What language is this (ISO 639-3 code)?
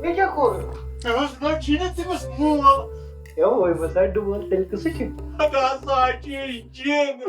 kas